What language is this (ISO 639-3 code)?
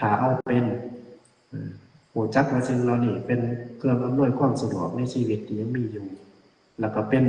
lao